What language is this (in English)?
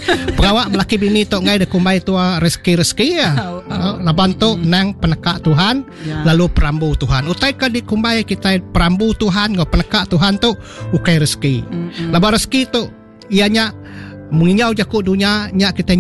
Iban